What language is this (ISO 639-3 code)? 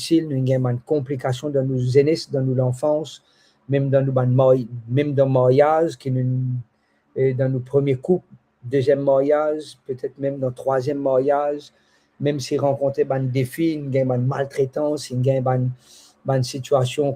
mfe